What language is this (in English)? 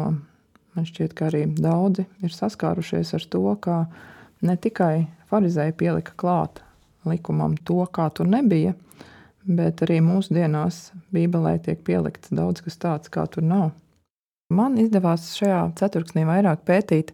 Latvian